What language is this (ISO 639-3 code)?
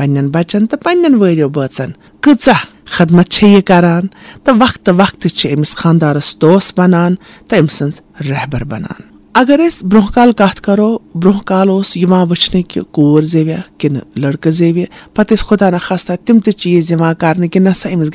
kas